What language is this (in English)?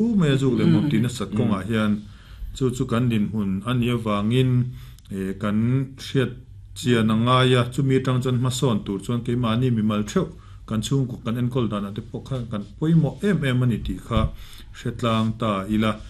Mizo